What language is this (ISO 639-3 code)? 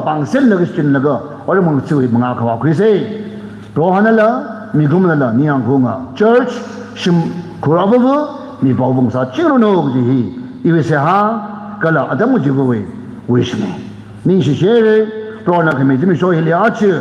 nmf